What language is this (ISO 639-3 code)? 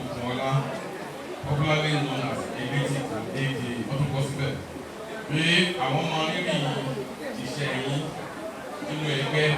yor